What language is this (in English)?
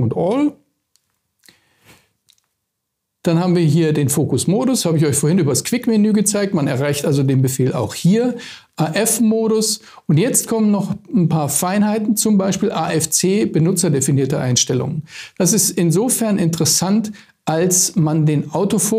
German